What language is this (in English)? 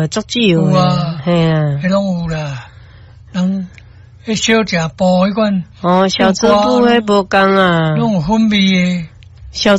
Min Nan Chinese